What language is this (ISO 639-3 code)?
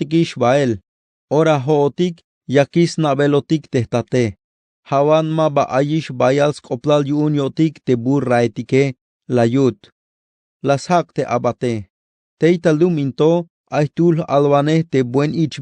tzh